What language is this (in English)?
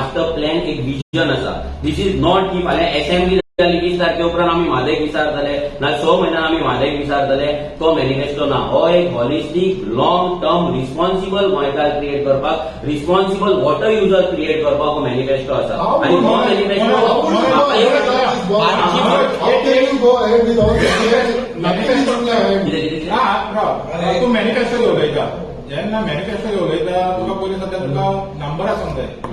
Konkani